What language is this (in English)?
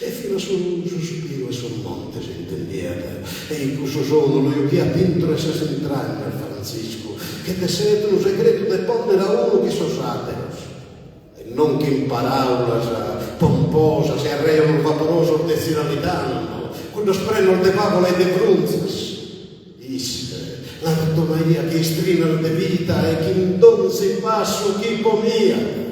Sardinian